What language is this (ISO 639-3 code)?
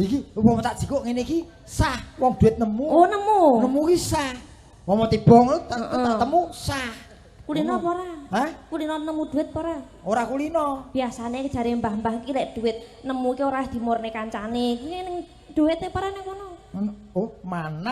jav